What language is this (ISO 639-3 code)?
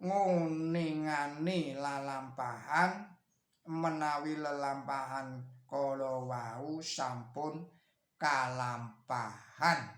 jav